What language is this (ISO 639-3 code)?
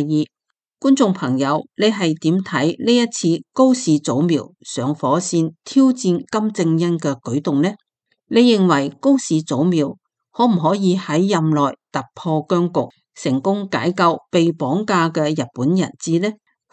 yue